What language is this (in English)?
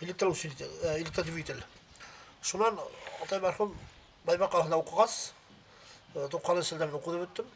Bashkir